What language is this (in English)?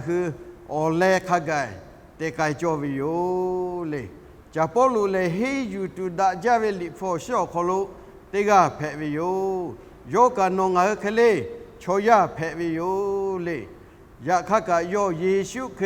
Lahu